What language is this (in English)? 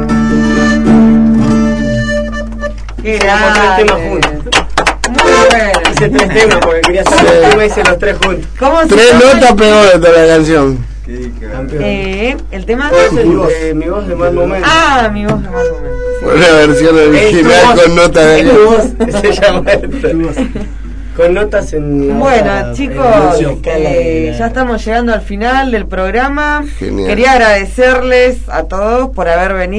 Spanish